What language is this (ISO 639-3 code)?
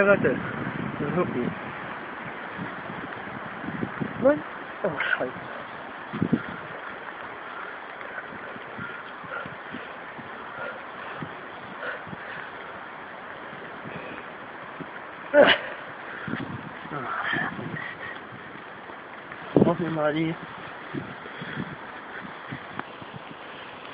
deu